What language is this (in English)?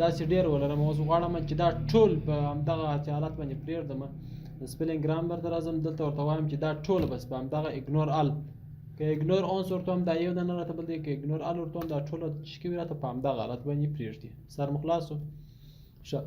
Pashto